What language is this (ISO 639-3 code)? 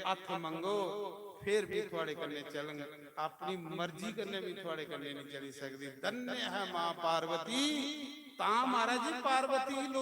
doi